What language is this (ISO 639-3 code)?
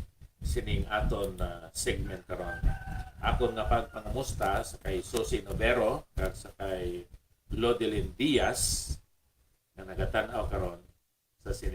hil